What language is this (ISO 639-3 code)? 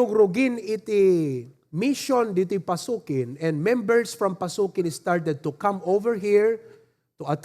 ilo